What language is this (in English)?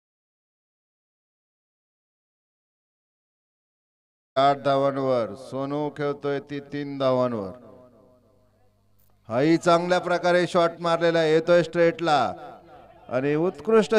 Marathi